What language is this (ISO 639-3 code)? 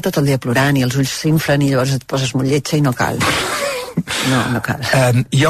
cat